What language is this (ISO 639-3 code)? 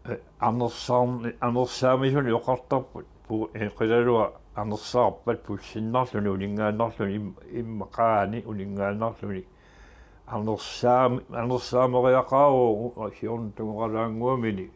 kal